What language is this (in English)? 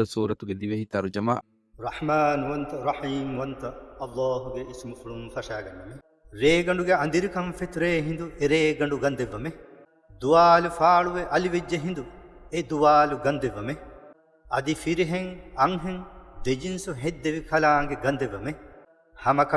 Divehi